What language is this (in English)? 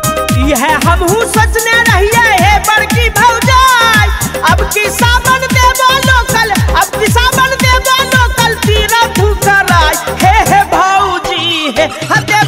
Bhojpuri